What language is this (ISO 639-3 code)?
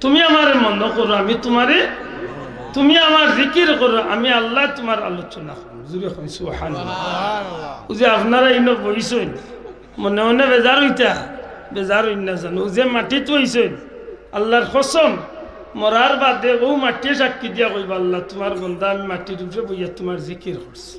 syl